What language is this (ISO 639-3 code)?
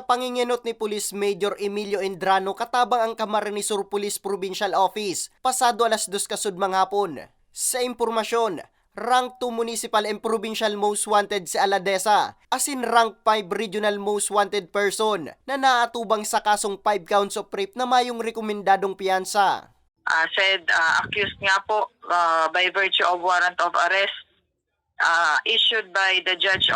bik